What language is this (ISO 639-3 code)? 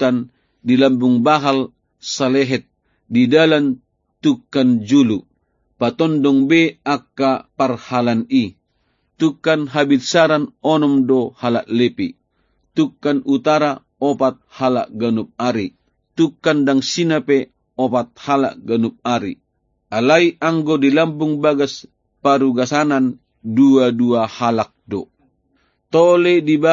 bbc